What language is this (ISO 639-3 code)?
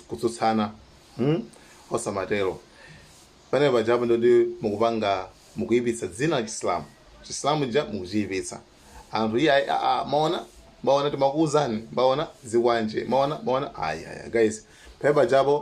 nya